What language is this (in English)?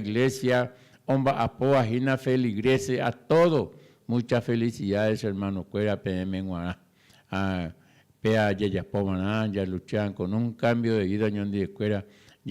Guarani